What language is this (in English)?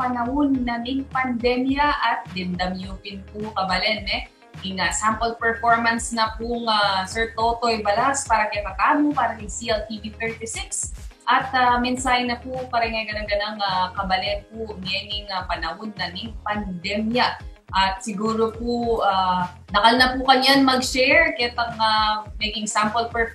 Pampanga